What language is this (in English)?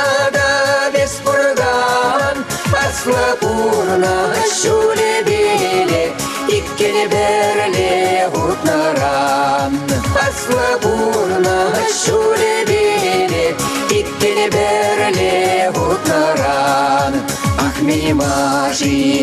Chuvash